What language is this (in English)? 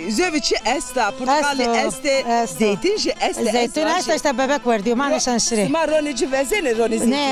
Zaza